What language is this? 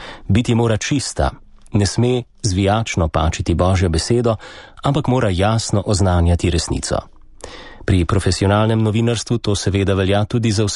Slovenian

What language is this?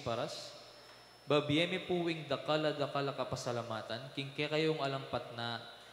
Pampanga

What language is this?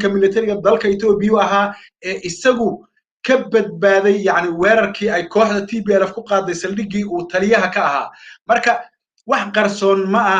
Somali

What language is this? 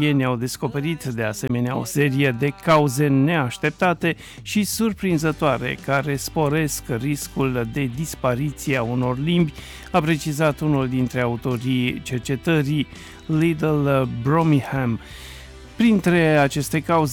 Romanian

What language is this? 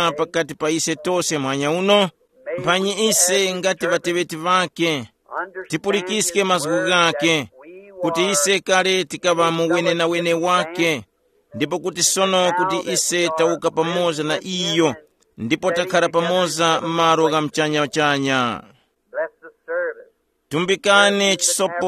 Tumbuka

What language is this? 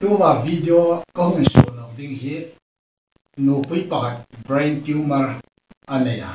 Hmar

